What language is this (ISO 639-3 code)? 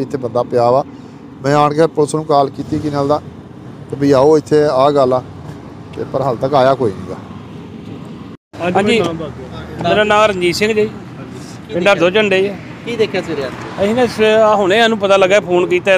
pan